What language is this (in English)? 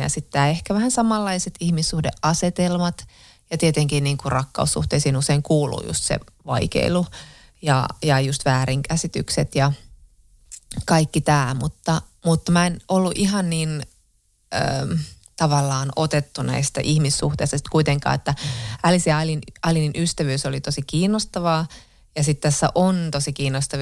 Finnish